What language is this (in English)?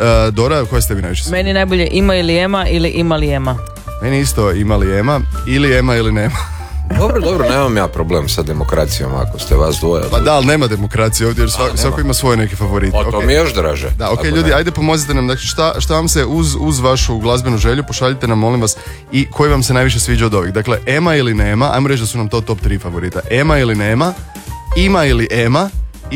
Croatian